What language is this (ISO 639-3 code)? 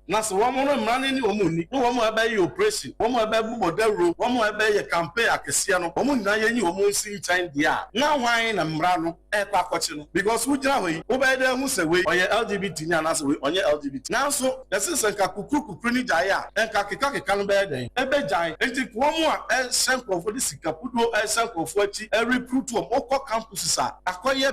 aka